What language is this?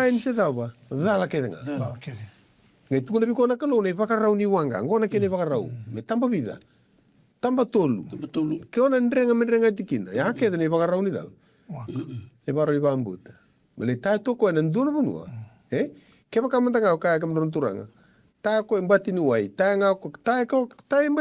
Fijian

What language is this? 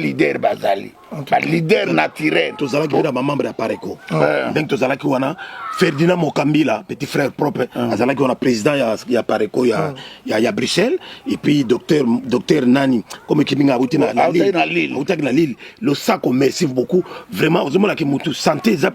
Lingala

